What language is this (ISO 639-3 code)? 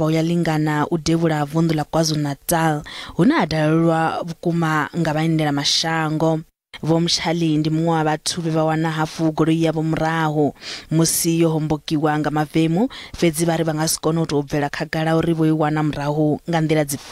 ven